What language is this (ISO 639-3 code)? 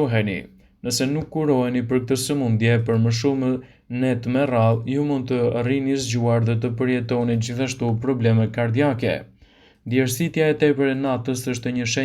sqi